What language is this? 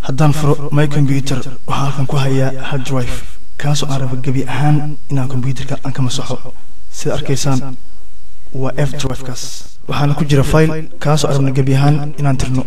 Somali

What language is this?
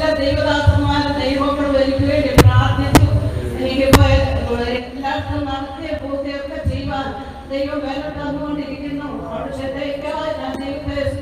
Malayalam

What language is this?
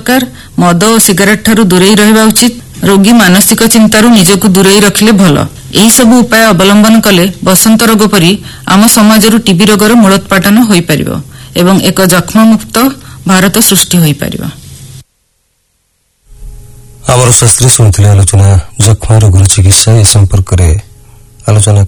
Odia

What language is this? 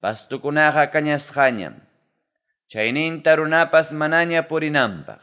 Ayacucho Quechua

